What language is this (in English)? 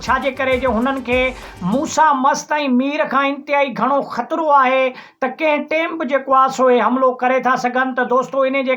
Sindhi